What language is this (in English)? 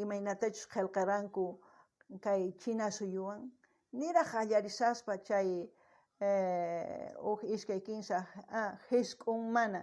South Bolivian Quechua